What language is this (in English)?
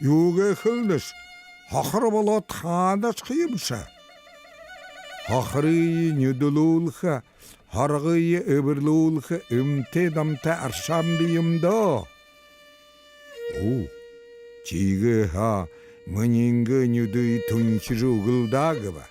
Buriat